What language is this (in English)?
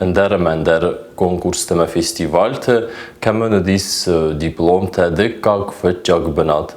Ossetic